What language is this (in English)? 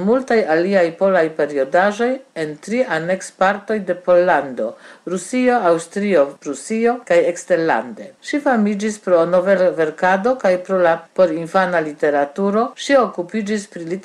Esperanto